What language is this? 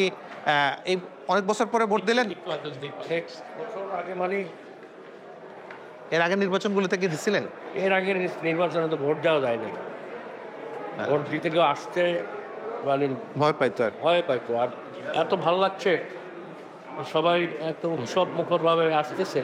Bangla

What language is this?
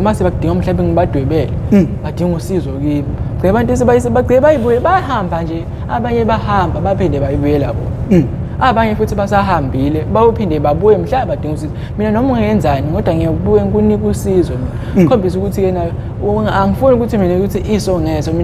Zulu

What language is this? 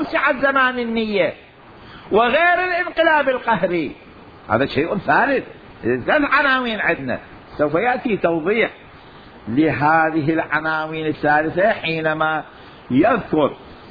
Mesopotamian Arabic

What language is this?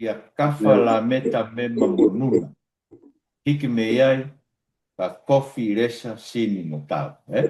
Tongan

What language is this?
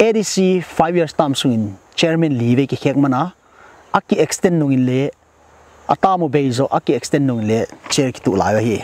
Paite Chin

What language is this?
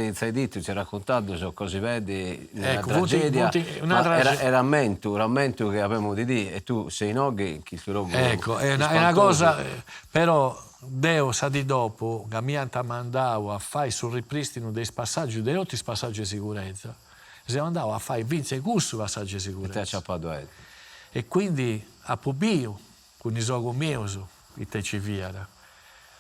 Sardinian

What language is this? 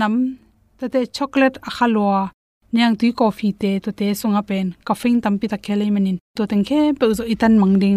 Tedim Chin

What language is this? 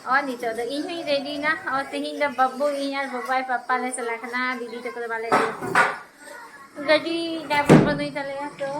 Santali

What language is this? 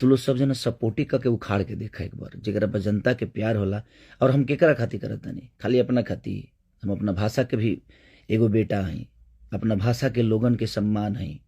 Bhojpuri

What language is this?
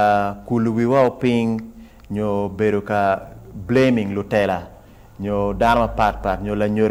Acoli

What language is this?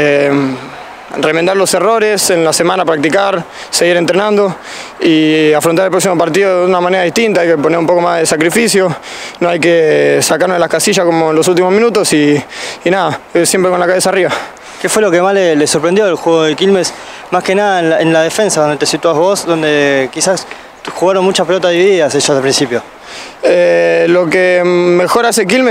Spanish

